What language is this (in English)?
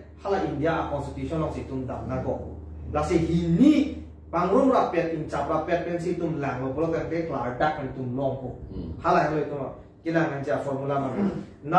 Karbi